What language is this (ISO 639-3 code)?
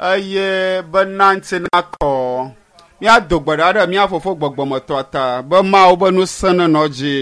ewe